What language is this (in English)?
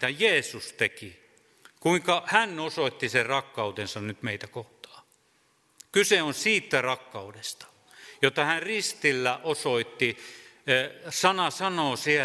Finnish